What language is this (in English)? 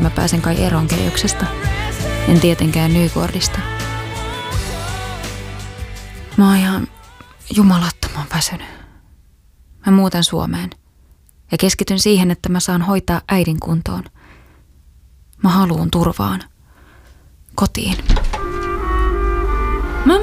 Finnish